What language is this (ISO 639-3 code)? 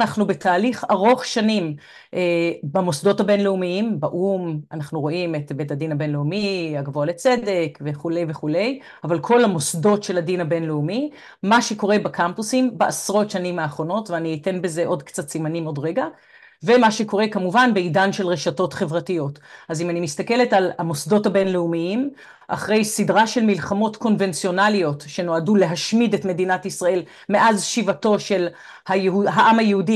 heb